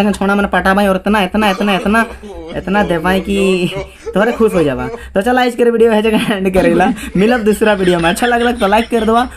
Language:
Sadri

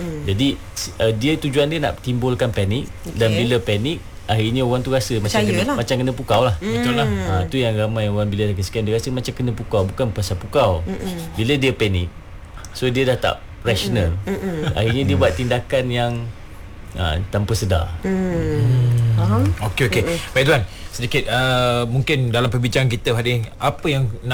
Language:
Malay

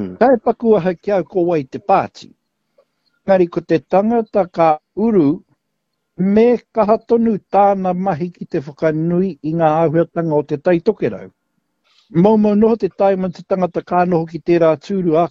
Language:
Māori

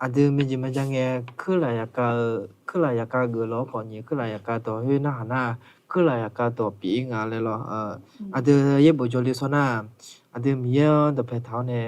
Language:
Akha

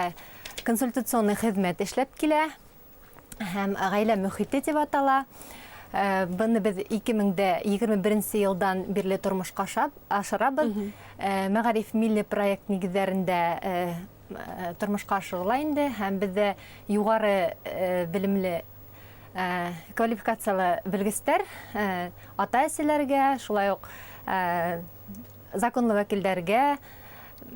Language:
Bashkir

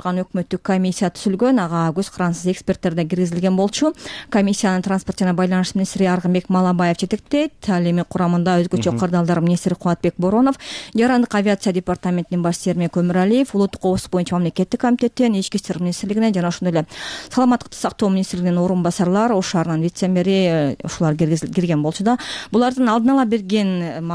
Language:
Kyrgyz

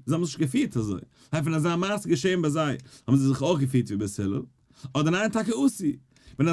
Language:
Yiddish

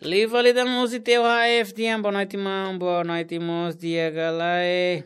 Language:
Tetum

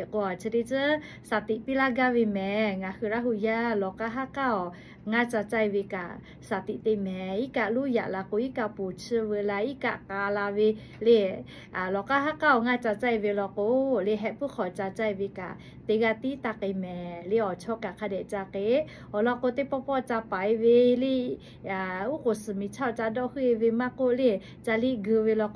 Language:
Lahu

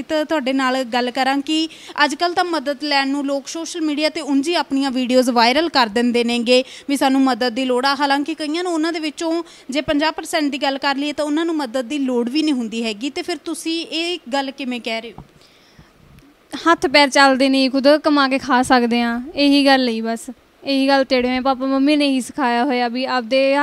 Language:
Punjabi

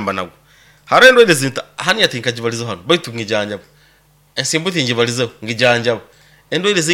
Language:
Nyoro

